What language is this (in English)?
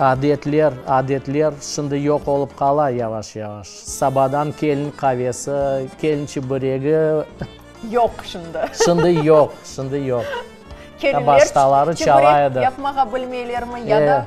Crimean Tatar